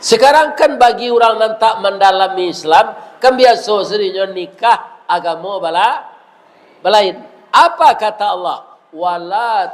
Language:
Minangkabau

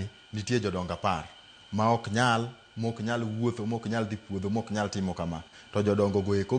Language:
Luo (Kenya and Tanzania)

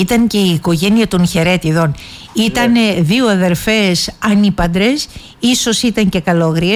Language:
Greek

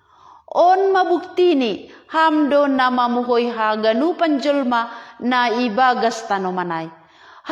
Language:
Batak Simalungun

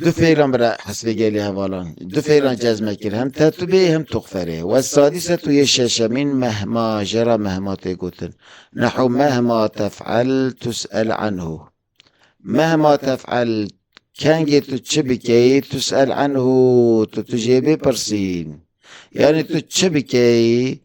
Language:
Kurdish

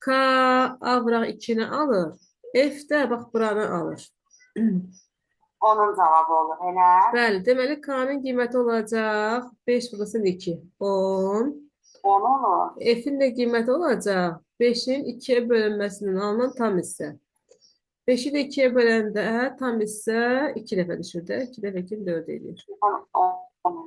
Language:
Azerbaijani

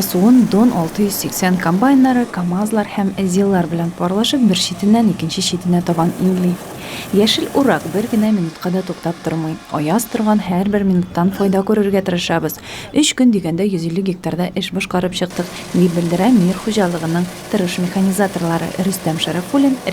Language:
Tatar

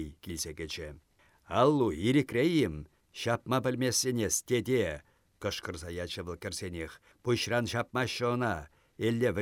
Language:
Chuvash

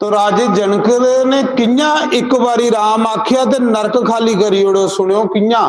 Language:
Dogri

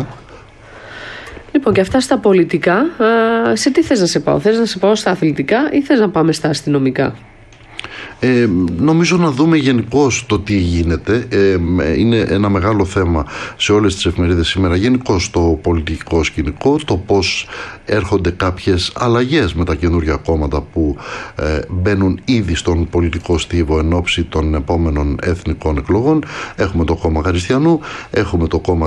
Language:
Greek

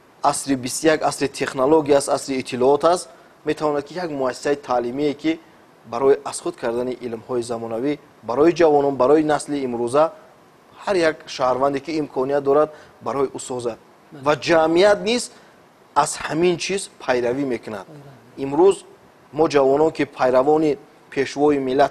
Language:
Tajik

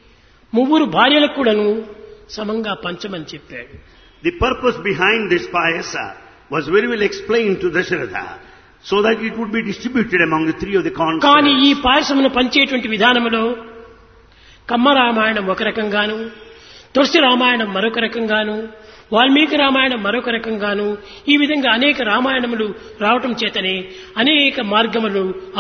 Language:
Telugu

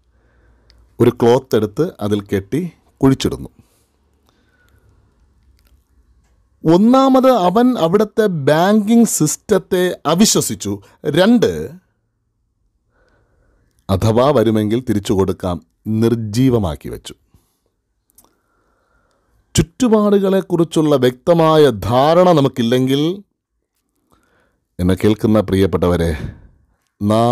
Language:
Malayalam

